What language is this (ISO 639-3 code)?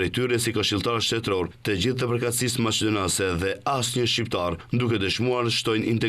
sqi